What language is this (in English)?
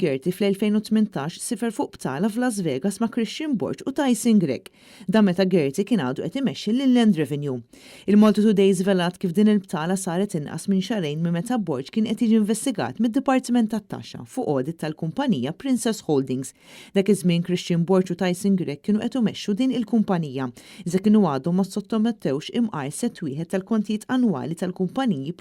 Maltese